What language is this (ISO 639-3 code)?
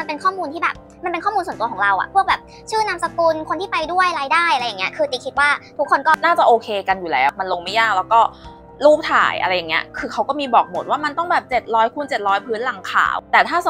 tha